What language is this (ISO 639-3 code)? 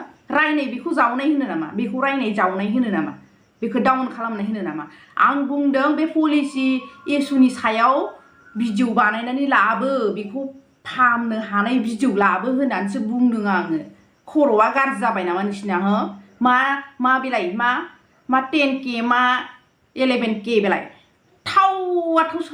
brx